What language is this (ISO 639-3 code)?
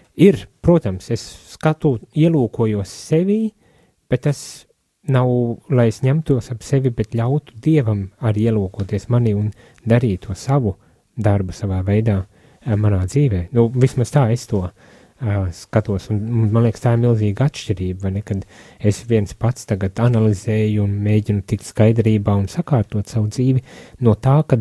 lav